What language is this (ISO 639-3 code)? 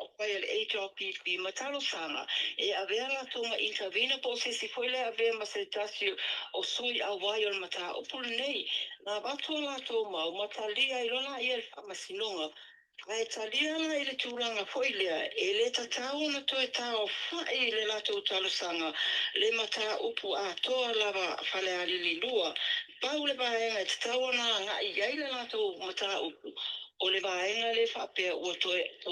smo